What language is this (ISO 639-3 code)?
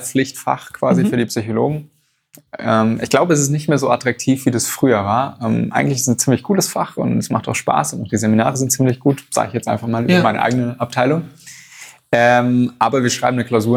deu